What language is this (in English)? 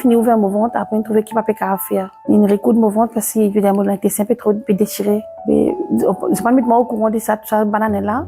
Morisyen